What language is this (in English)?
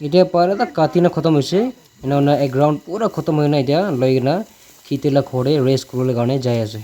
Naga Pidgin